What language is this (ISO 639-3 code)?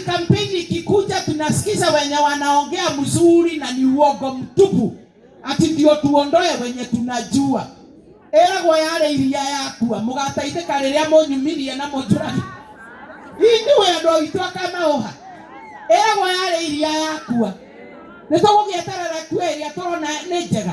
kik